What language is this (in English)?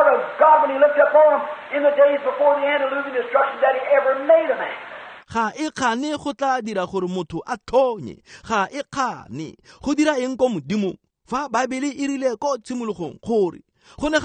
Tswana